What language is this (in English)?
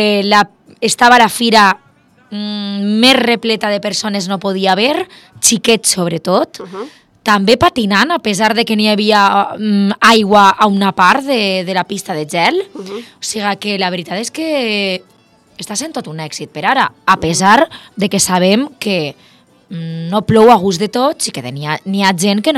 Catalan